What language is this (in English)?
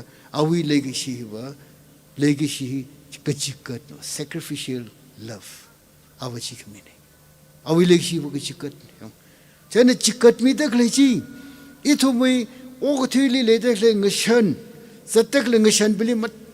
Tangkhul Naga (India)